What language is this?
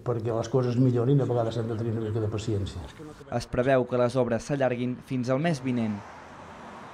Catalan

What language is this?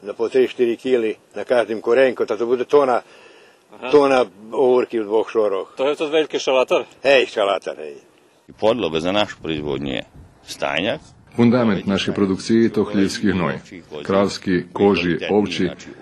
Rusyn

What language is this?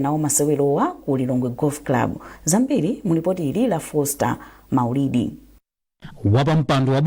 Nyanja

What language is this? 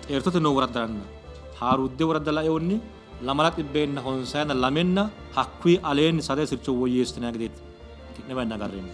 Sidamo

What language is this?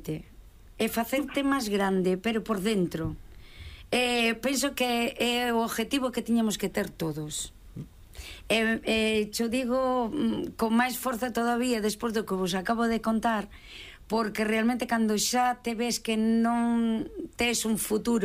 Galician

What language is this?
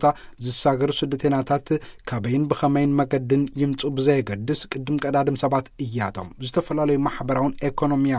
Tigrinya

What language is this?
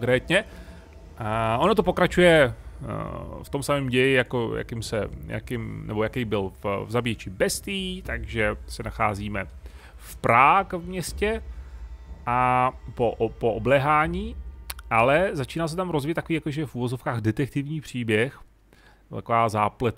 Czech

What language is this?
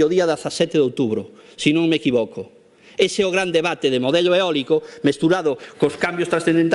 Galician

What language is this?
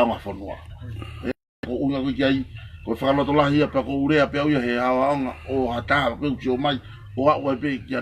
Tongan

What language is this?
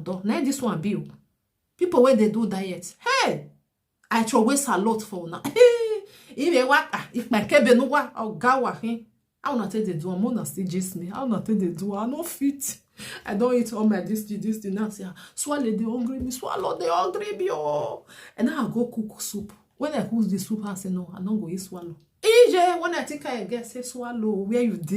Nigerian Pidgin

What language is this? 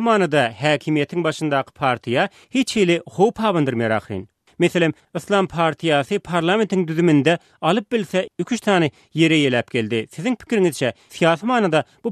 Turkmen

